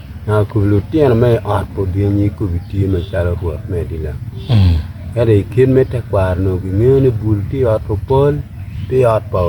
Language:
Acoli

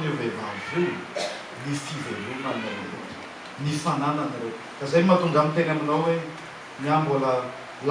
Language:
Malagasy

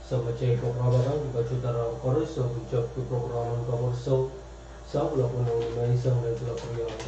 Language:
Pohnpeian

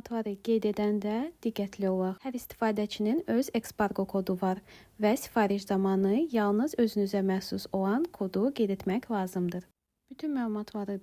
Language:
Azerbaijani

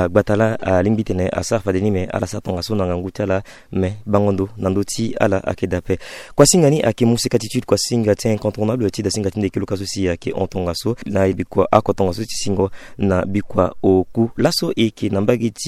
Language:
Sango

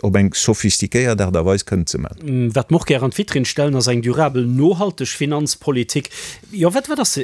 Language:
Luxembourgish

